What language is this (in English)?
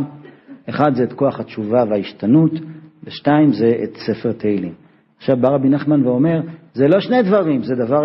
Hebrew